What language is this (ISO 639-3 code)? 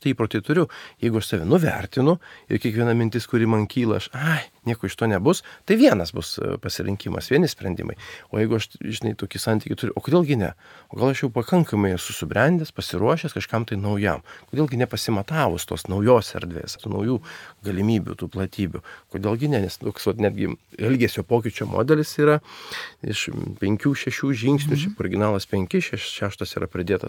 lit